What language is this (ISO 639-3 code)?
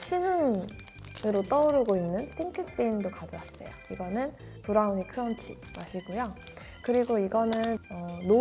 kor